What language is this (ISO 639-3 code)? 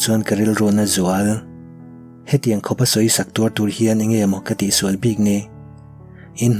lus